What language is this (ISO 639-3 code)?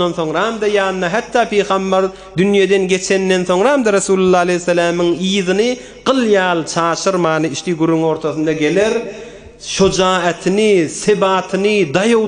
tuk